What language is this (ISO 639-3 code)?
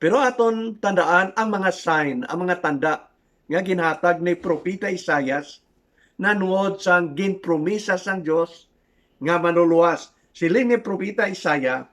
hil